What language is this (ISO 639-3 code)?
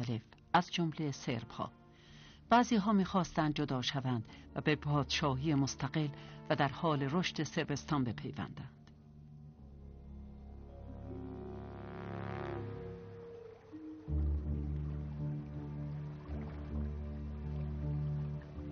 fas